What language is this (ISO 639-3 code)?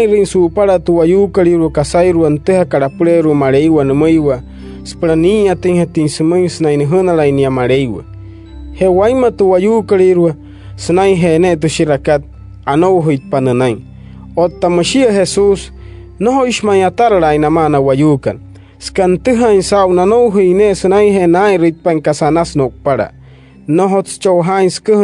guc